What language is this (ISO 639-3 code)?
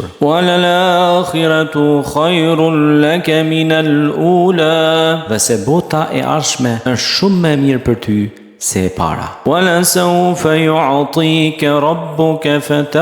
sqi